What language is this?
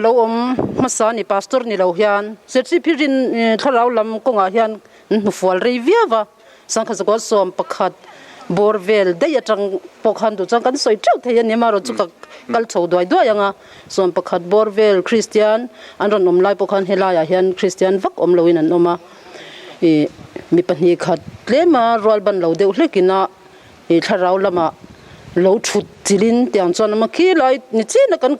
Mizo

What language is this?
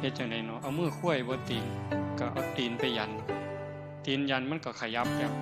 Northeastern Thai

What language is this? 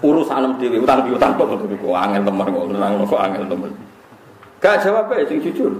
Javanese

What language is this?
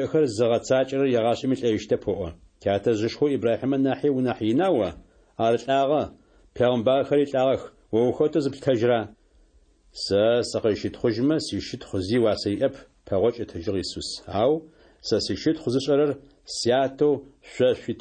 Adyghe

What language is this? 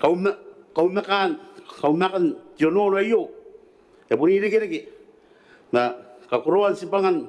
Gilbertese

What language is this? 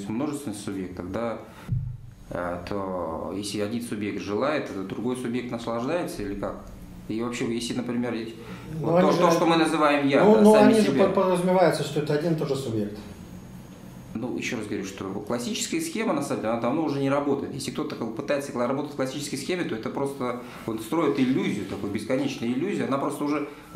Russian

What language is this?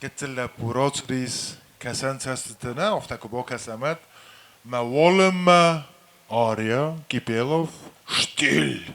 Ossetic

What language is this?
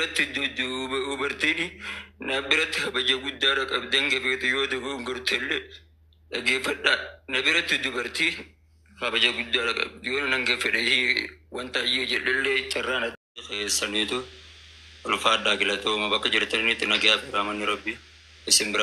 Oromo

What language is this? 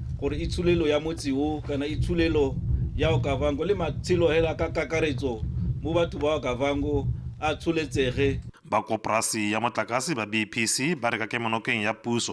Tswana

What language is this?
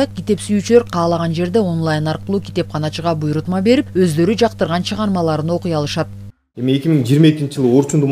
Kyrgyz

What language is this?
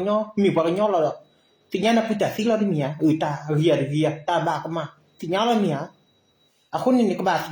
S'gaw Karen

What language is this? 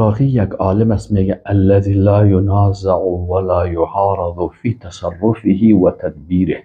Persian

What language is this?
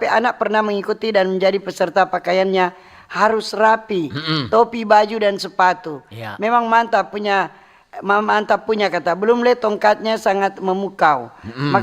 Manado Malay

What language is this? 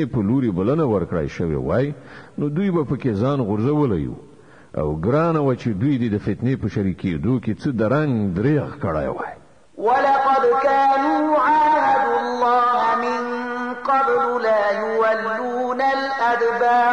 Pashto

